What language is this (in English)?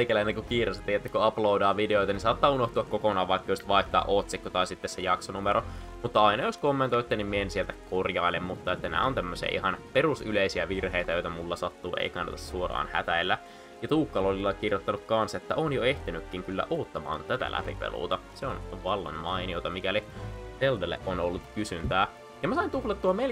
Finnish